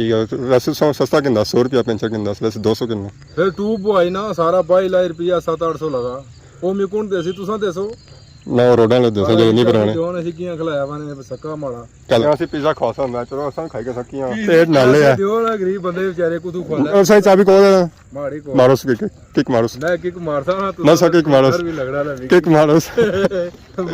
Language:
Pahari-Potwari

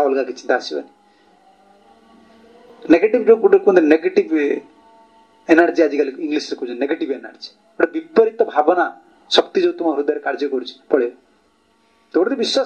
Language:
Odia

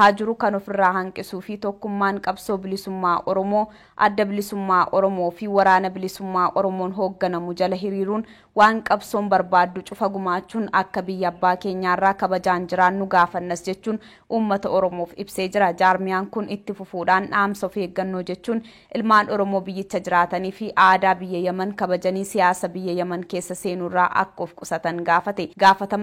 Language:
Oromo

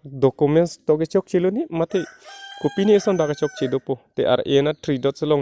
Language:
Karbi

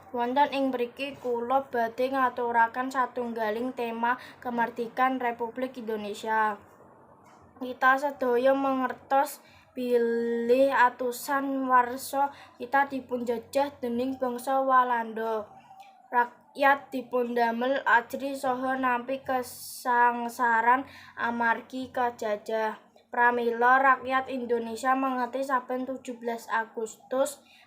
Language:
Javanese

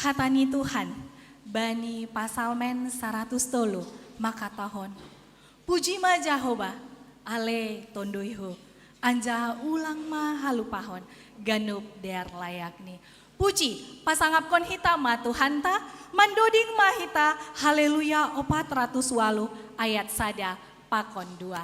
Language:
Batak Simalungun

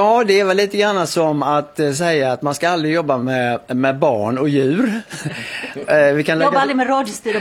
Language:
Swedish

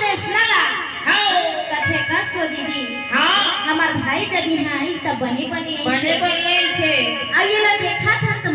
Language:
Chhattisgarhi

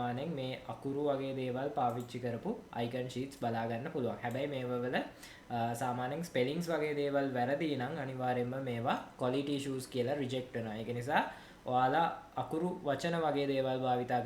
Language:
Sinhala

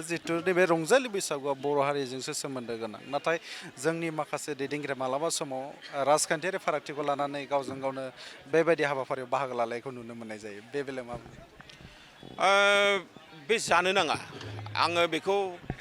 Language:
Bodo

